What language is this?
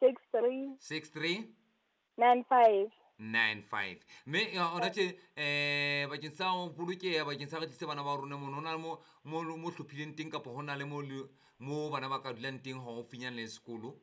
Southern Sotho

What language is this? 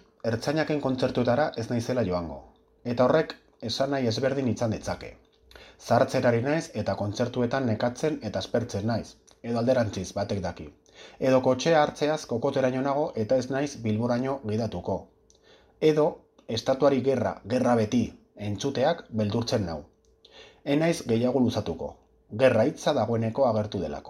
Basque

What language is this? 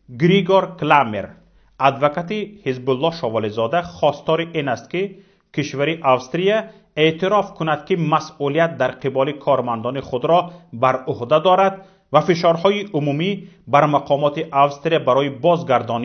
Tajik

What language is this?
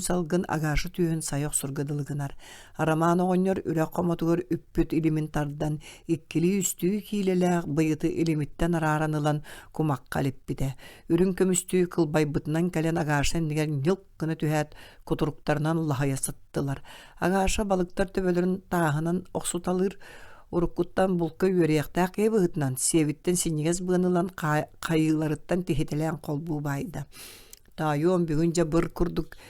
Yakut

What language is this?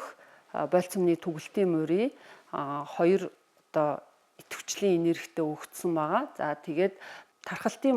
Mongolian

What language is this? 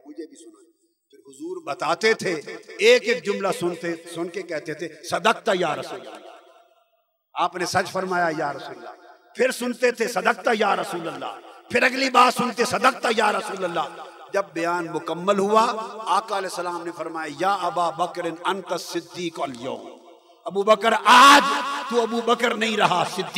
Urdu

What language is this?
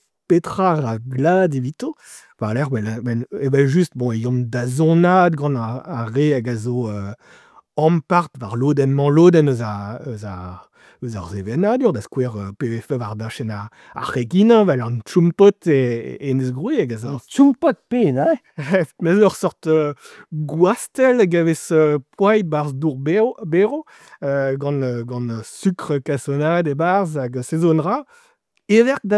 Breton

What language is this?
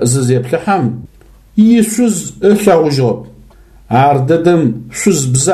Adyghe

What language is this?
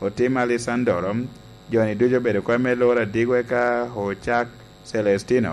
Lango (Uganda)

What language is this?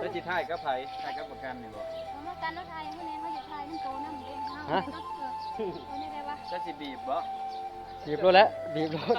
Lao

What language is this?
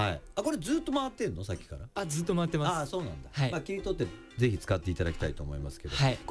Japanese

